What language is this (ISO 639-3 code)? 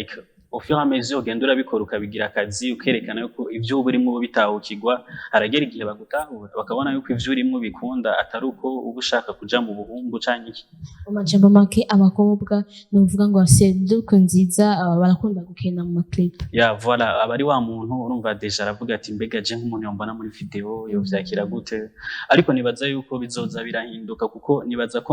run